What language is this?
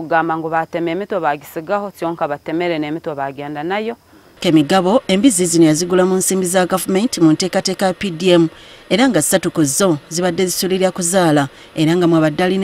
Ganda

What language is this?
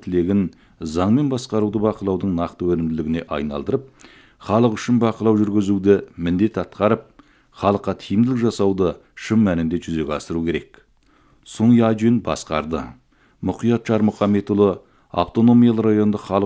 Kazakh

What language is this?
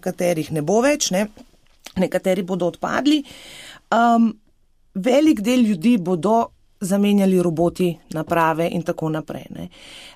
Slovenian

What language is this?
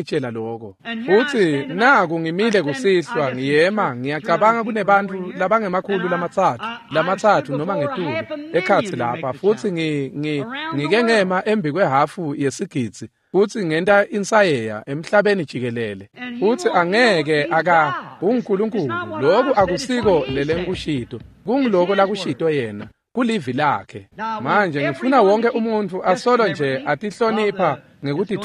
Swati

